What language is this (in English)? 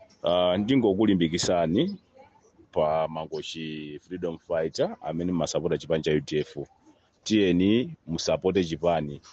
Nyanja